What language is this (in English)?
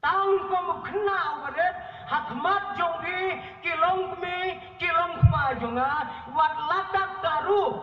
Khasi